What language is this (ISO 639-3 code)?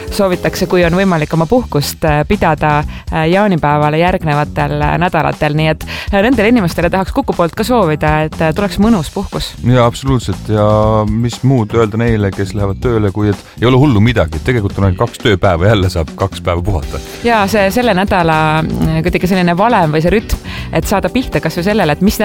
est